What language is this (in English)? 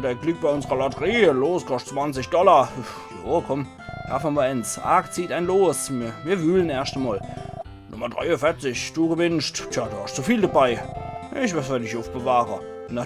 Palatine German